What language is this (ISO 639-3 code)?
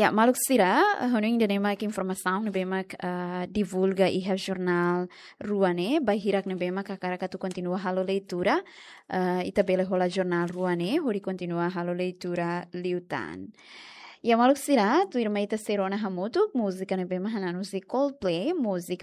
tet